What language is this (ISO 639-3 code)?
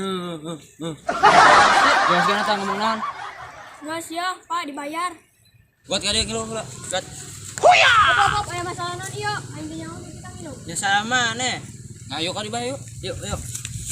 sun